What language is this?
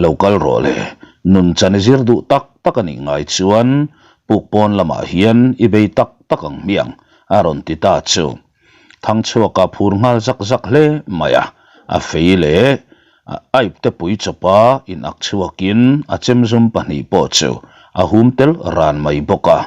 Mizo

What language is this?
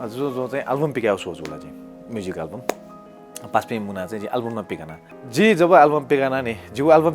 Newari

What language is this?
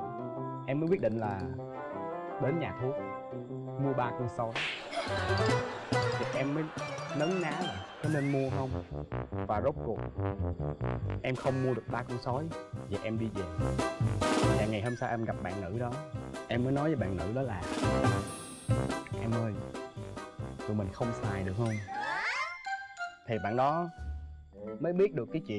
Vietnamese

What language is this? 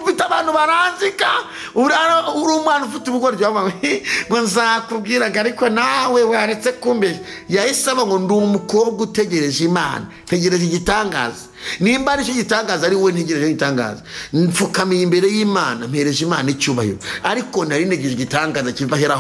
Kinyarwanda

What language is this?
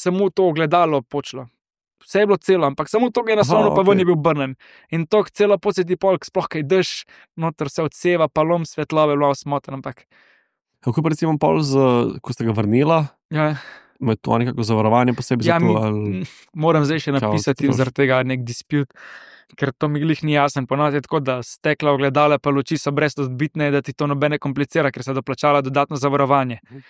Slovenian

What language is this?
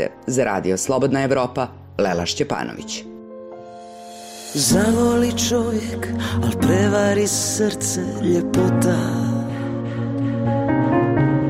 Serbian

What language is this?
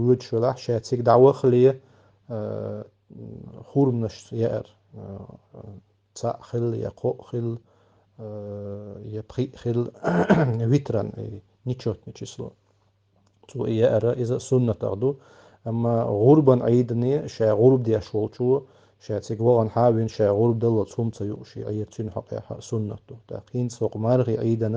Chechen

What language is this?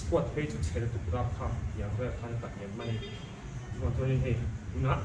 Mizo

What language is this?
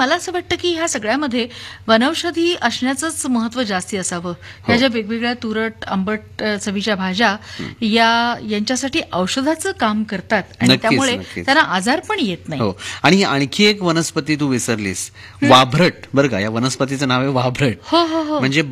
Marathi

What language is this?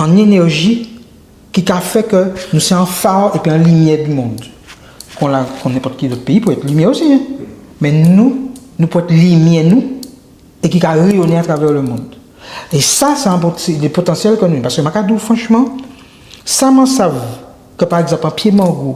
Guadeloupean Creole French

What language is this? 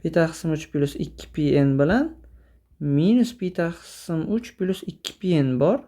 Uzbek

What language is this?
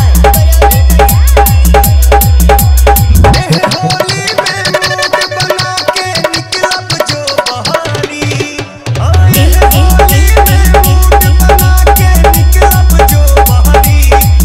Bhojpuri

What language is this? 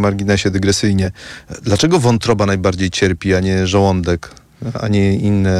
Polish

